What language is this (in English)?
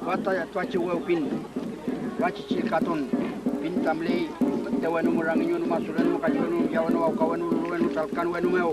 Mapuche